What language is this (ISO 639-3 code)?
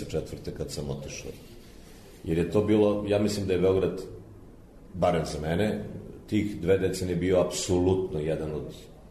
srp